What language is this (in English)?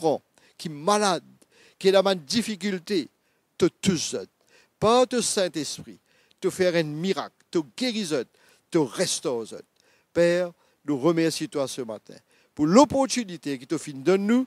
Morisyen